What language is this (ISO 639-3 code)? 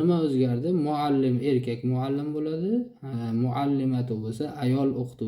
uzb